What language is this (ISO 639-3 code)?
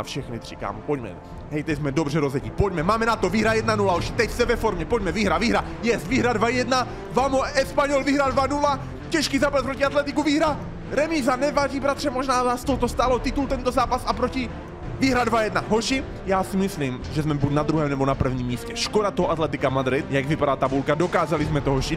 ces